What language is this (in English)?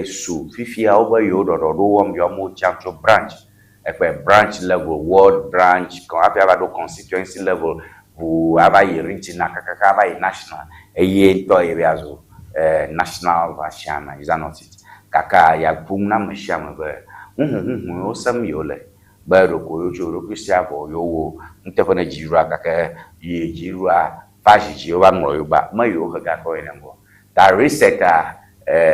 Ewe